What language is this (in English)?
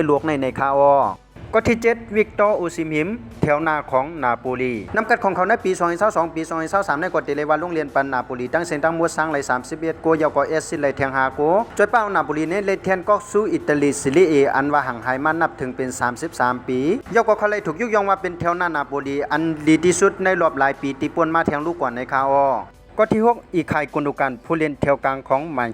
Shan